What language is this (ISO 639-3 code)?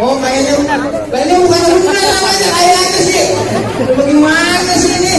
bew